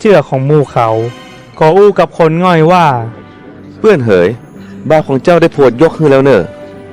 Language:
Northern Thai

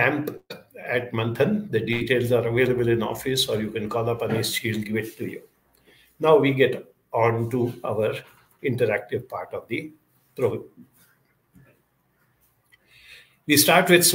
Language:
English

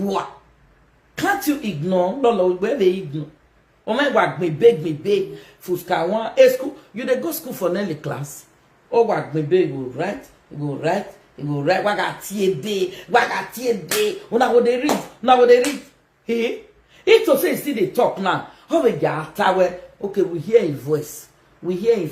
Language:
Nigerian Pidgin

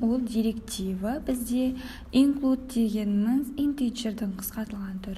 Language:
Kazakh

